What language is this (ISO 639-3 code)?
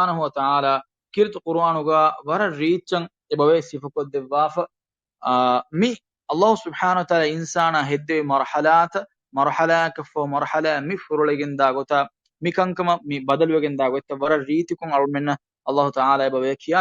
div